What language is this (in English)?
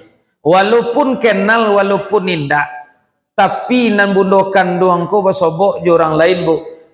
Minangkabau